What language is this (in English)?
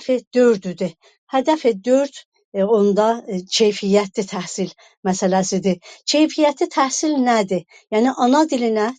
South Azerbaijani